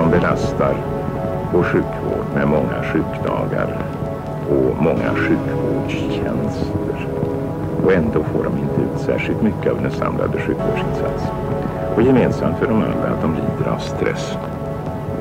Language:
Swedish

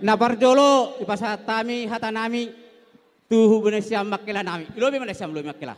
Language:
Batak Toba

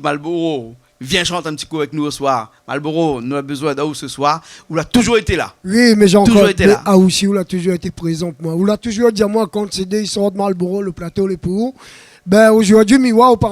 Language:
Réunion Creole French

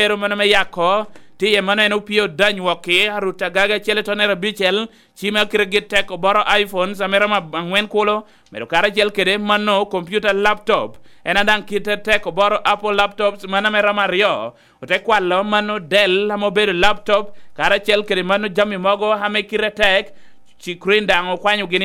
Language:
Lango (Uganda)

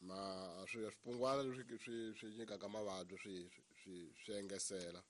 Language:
Tsonga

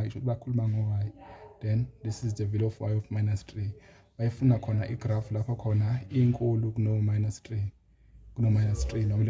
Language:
Zulu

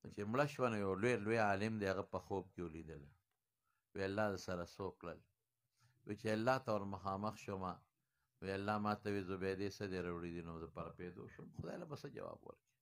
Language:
Pashto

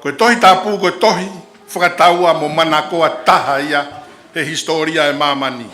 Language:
Tongan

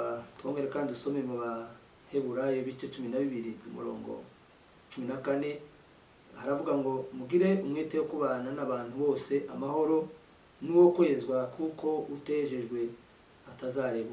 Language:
Kinyarwanda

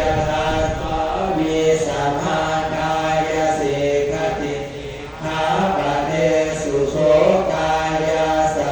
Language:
Pali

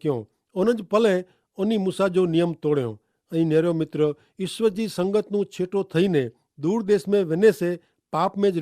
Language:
Kachhi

